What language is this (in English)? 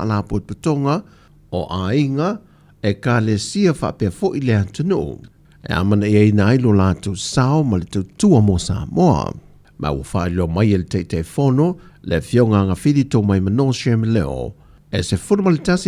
Samoan